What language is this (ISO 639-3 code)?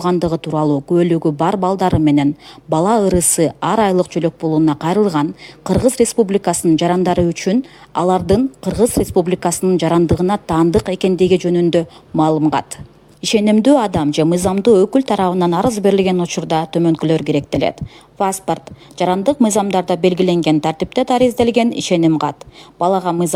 kir